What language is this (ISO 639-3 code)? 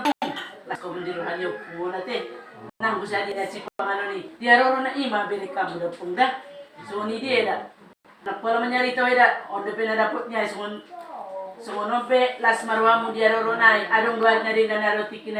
bbc